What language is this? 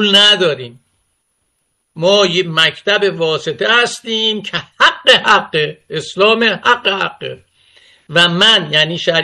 Persian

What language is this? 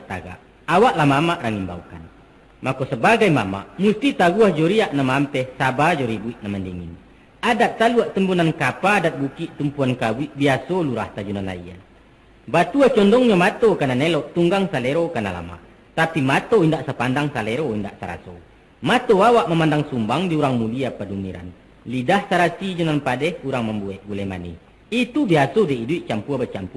Minangkabau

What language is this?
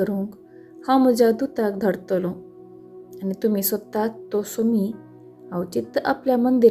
Konkani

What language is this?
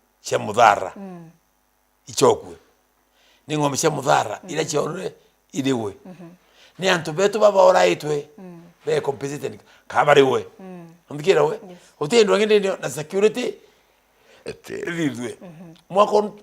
Meru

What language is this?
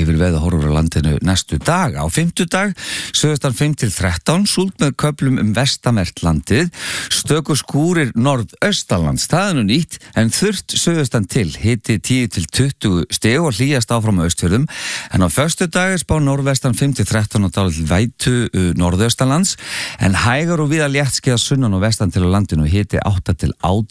Icelandic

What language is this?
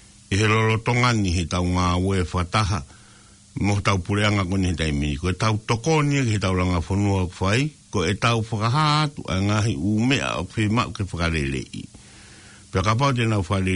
Tongan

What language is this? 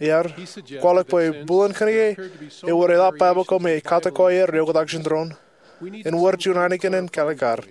Marshallese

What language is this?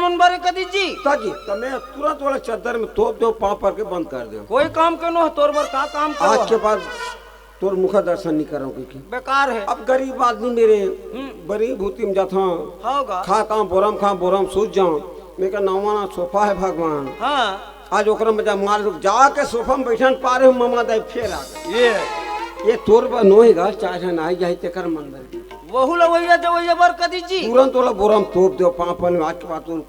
Chhattisgarhi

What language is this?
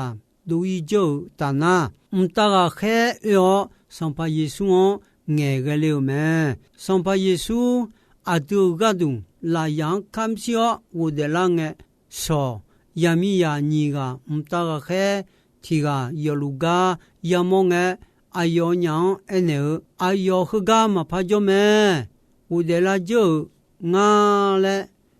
Akha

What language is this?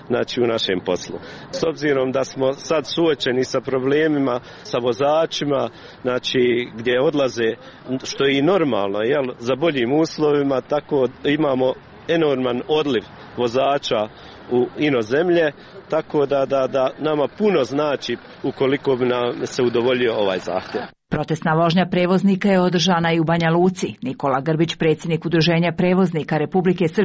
Serbian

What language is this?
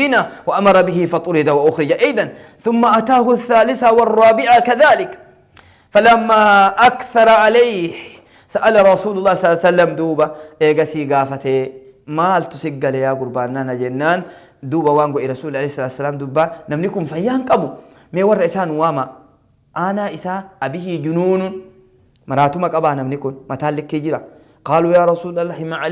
Oromo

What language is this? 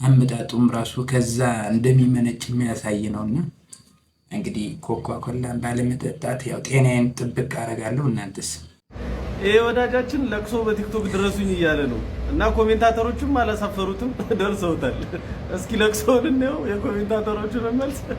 Amharic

